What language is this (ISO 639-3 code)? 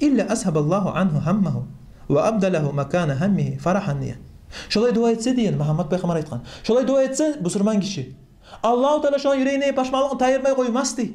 kum